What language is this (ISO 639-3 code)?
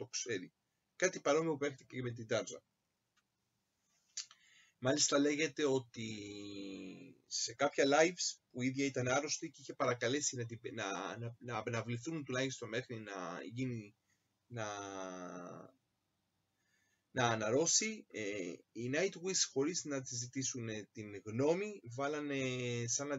ell